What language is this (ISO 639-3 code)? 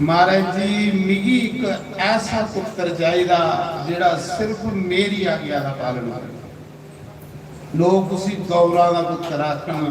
doi